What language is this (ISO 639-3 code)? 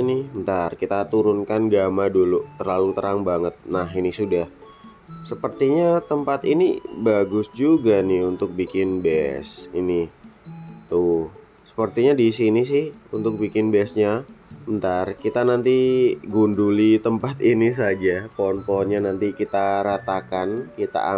ind